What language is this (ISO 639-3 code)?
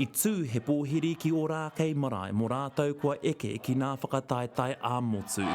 mri